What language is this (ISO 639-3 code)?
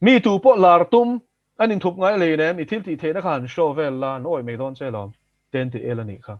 lus